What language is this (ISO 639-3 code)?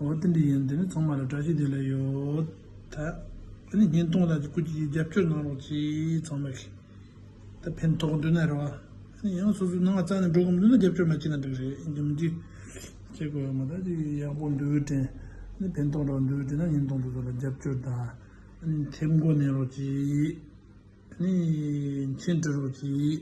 bod